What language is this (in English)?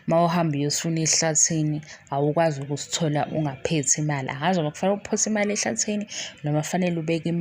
Zulu